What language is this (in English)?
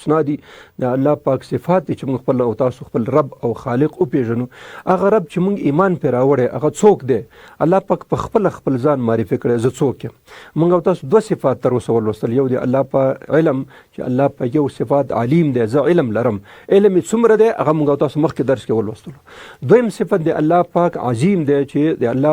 Pashto